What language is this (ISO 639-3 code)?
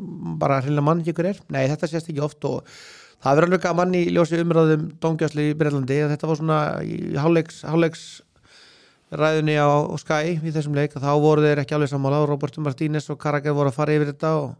isl